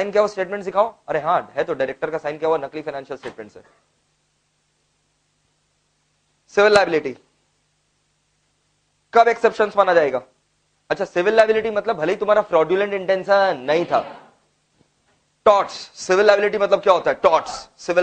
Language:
Hindi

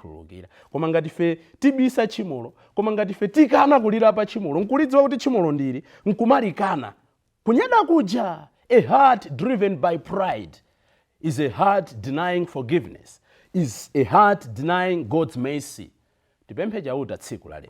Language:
Nyanja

